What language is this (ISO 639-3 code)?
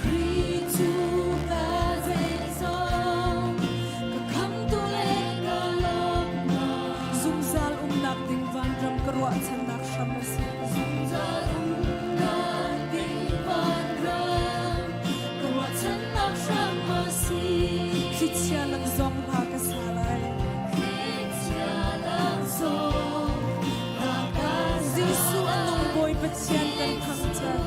cnh